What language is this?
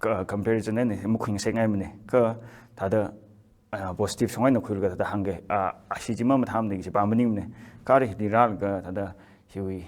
Tangkhul Naga (India)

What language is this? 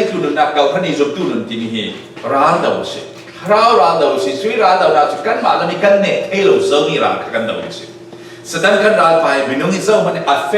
Falam Chin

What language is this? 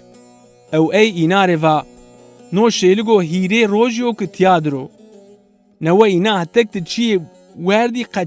Zaza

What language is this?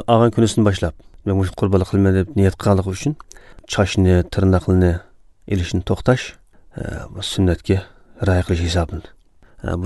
Uyghur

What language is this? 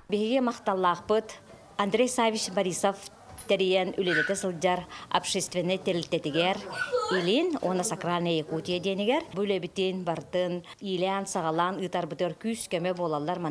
Yakut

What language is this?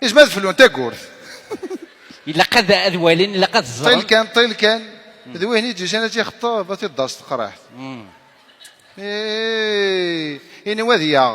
Kabyle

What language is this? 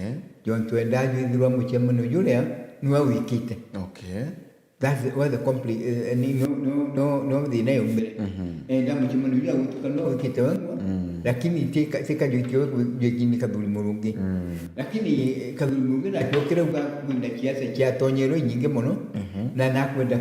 Meru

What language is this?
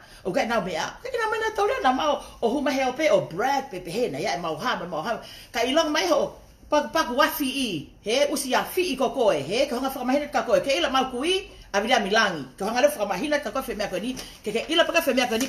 Tongan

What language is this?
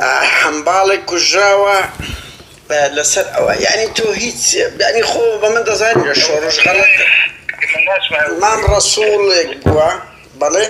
Central Kurdish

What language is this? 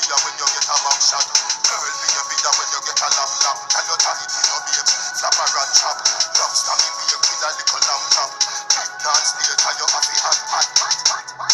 Jamaican Creole English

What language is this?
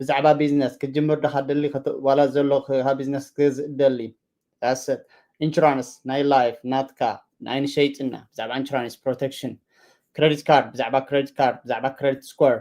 Tigrinya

